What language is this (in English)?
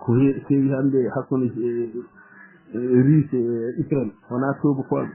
Fula